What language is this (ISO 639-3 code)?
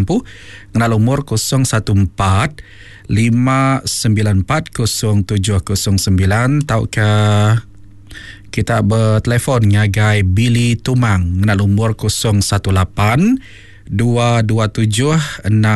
iba